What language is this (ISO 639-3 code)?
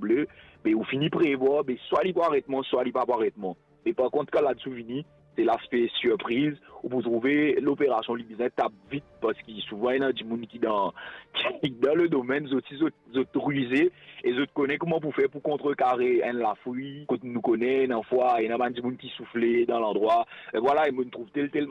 mfe